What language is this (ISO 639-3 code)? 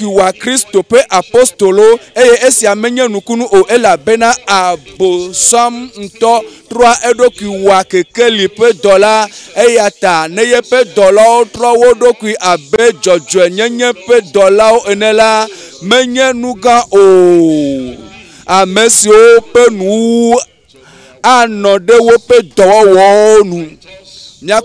ewe